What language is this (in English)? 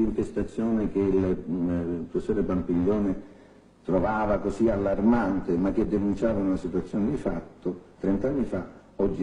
Italian